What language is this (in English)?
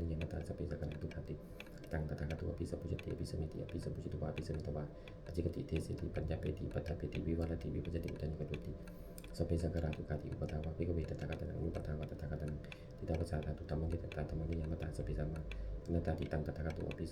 Pali